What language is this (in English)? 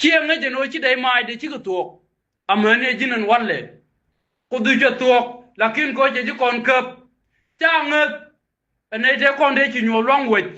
Nuer